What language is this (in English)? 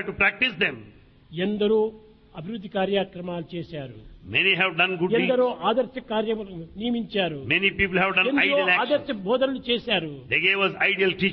Telugu